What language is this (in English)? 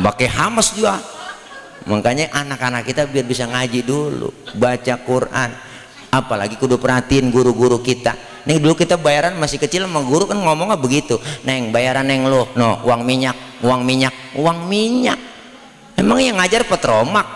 Betawi